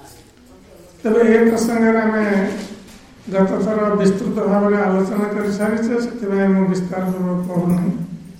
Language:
Odia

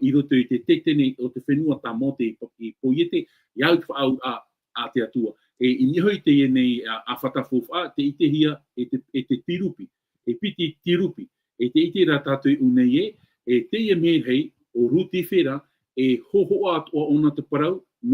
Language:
Tahitian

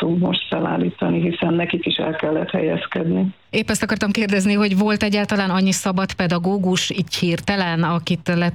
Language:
Hungarian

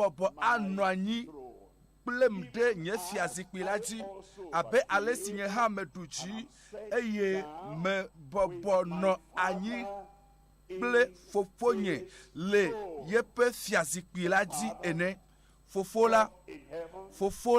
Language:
Ewe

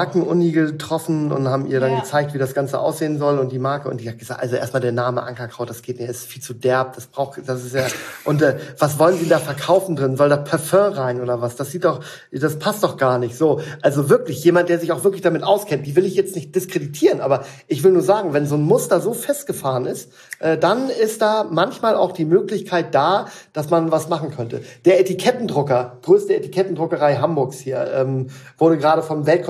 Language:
German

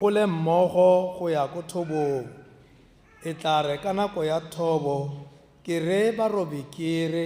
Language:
Tswana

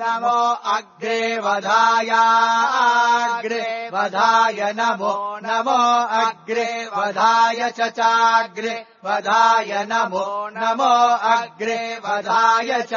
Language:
Sanskrit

